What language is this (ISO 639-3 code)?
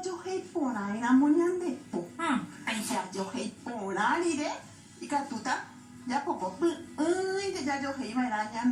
grn